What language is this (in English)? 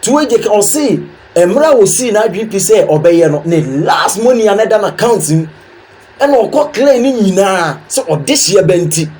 Akan